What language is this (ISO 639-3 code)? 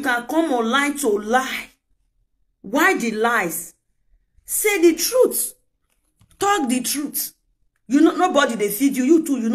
pcm